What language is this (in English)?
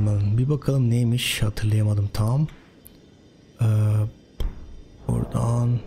Turkish